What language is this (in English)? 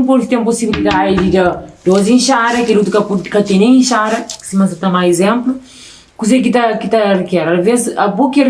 Kabuverdianu